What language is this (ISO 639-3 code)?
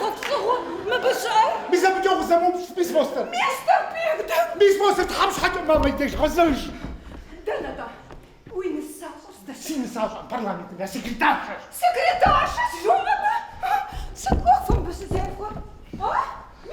kbd